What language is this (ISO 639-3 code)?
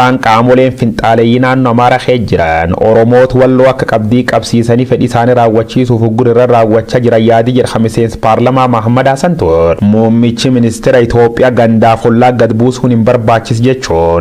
orm